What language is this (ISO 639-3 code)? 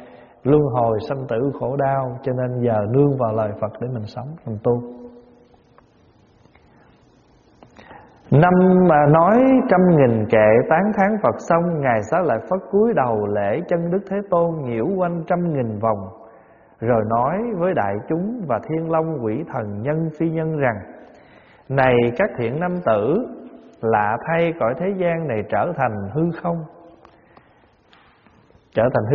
vie